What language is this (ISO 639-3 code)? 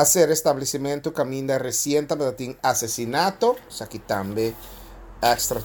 pap